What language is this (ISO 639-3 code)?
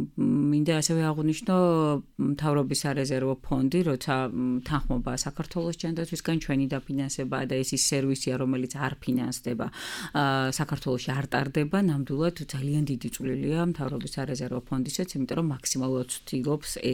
kat